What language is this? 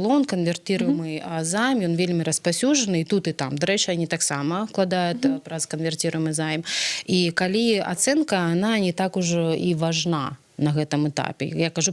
Belarusian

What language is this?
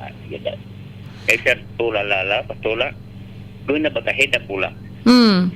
Nias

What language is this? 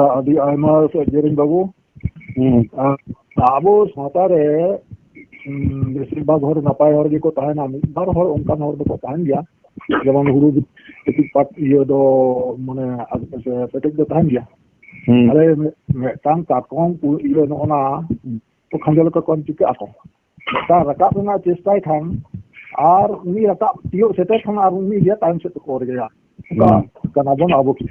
Santali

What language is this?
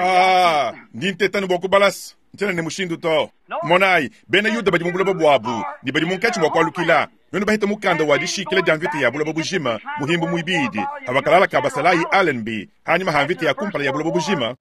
Luba-Lulua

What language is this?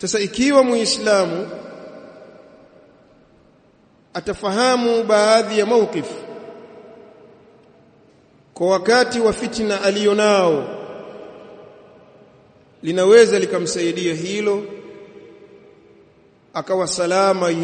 Swahili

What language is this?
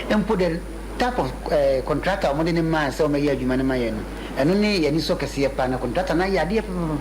Akan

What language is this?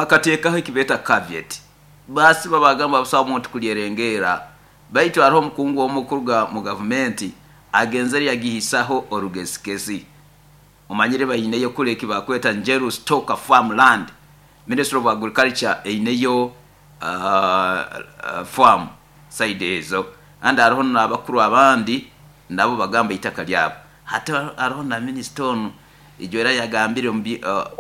Nyoro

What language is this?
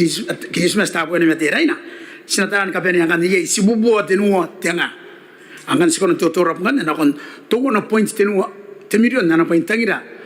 Gilbertese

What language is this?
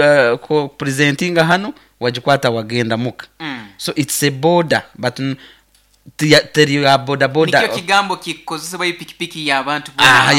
Nyoro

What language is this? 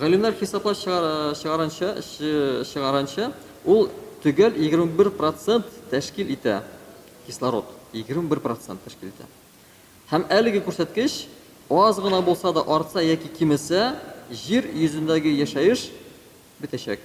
Tatar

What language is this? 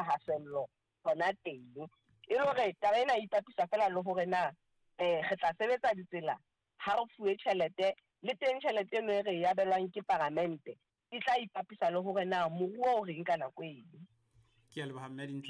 Southern Sotho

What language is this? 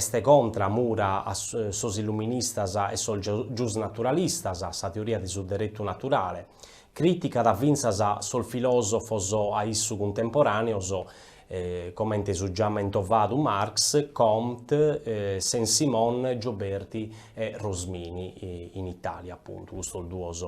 Sardinian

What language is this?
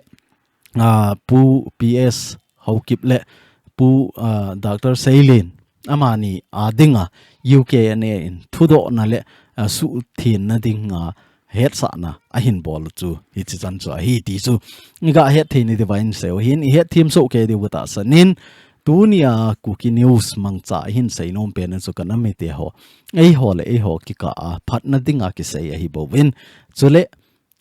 Thado Chin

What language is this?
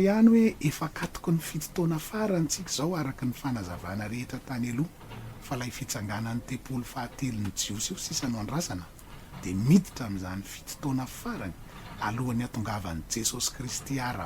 Malagasy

